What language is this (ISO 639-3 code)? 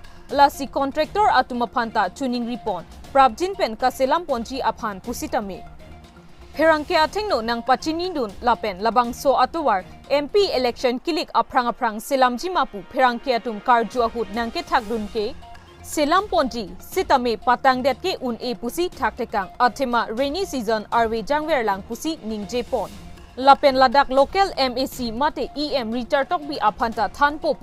mjw